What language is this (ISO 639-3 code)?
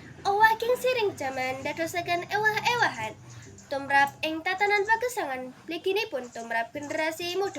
jav